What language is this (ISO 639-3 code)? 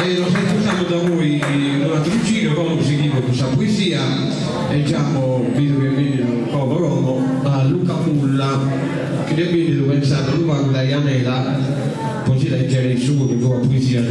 srd